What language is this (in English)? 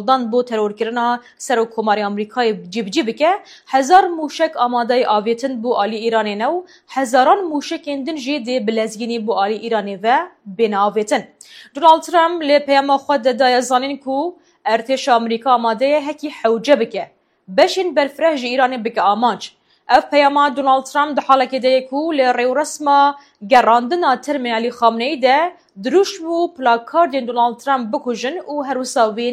Kurdish